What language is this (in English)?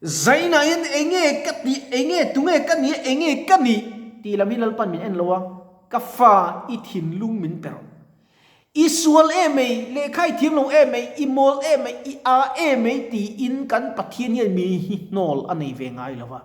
Mizo